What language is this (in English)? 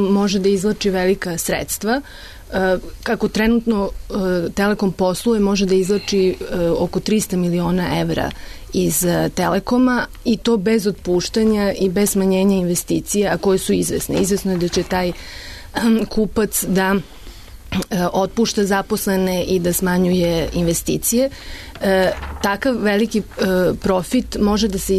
Serbian